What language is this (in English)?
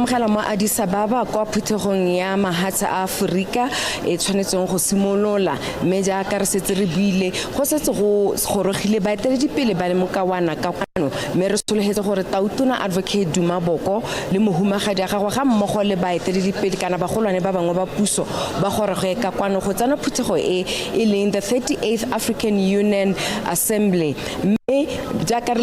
Tswana